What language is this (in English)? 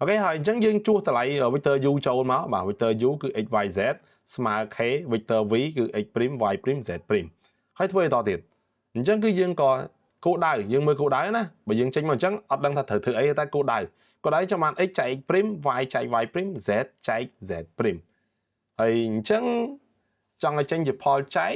Khmer